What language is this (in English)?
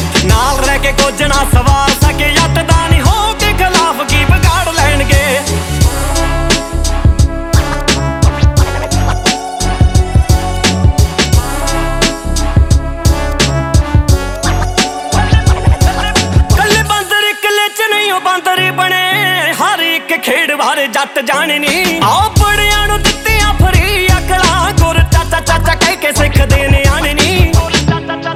Punjabi